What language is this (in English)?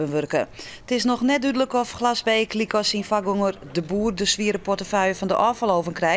Western Frisian